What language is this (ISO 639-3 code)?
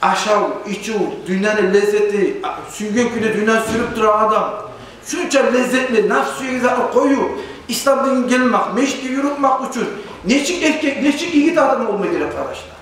kum